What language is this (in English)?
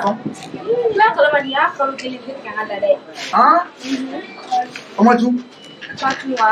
Bambara